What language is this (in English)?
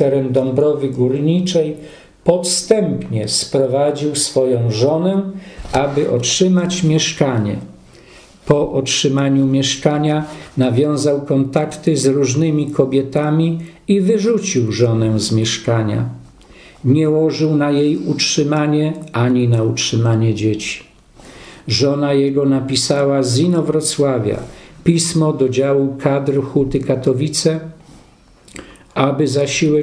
Polish